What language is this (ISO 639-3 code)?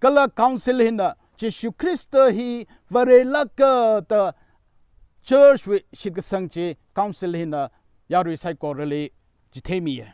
nmf